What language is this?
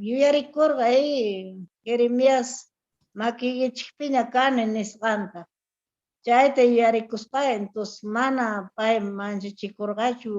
Quechua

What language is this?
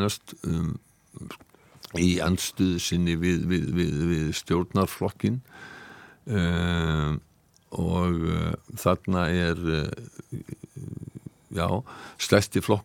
Icelandic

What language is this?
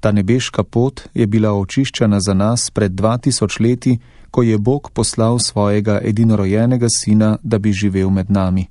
Slovenian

